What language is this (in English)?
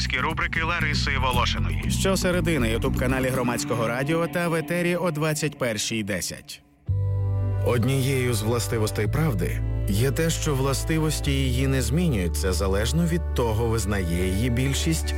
Ukrainian